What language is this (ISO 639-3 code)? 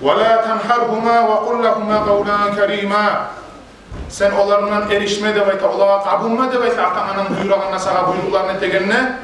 kum